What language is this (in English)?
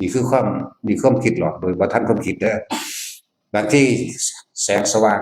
Northeastern Thai